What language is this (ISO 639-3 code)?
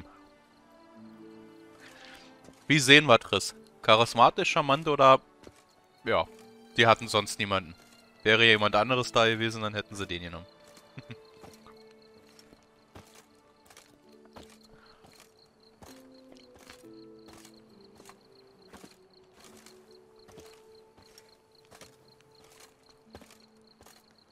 deu